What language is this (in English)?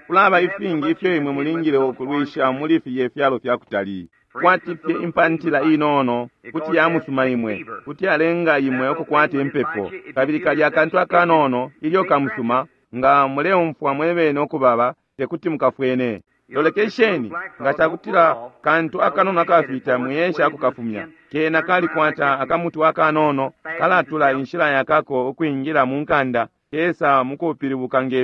Bemba